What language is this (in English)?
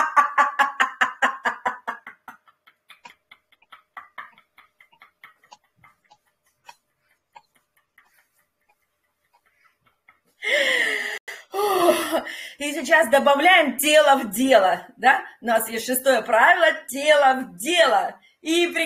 Russian